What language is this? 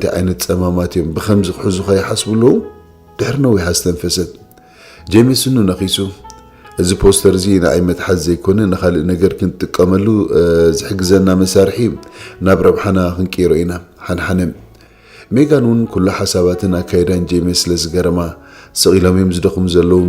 Tigrinya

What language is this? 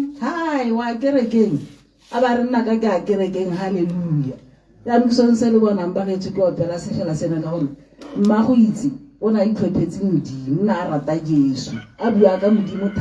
Tswana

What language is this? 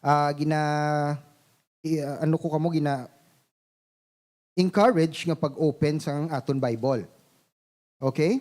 Hiligaynon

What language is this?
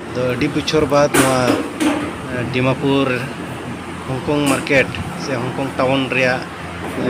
Santali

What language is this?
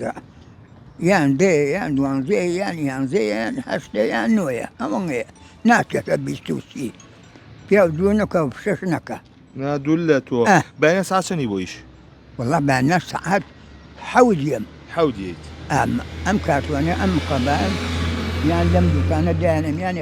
Central Kurdish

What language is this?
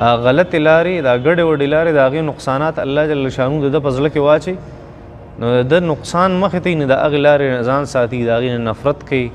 Pashto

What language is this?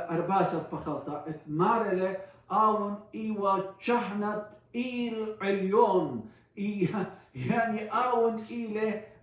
Assyrian Neo-Aramaic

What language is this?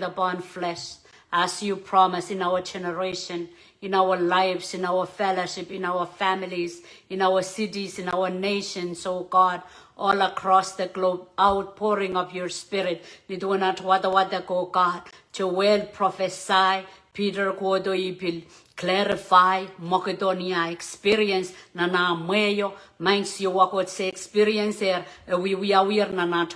Pohnpeian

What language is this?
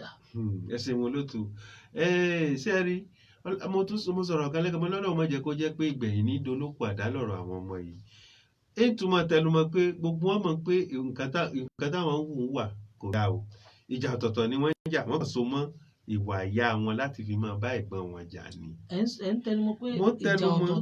Yoruba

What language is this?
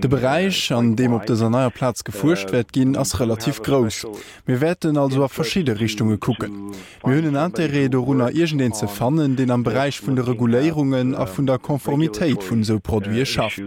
Luxembourgish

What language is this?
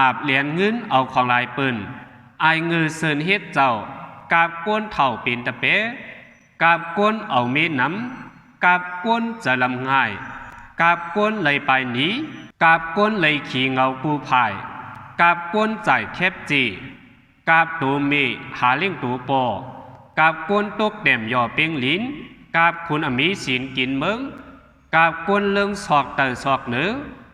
Shan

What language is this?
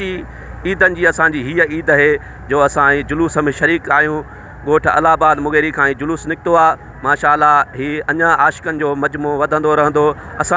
Sindhi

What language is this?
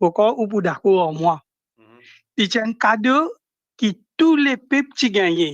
Morisyen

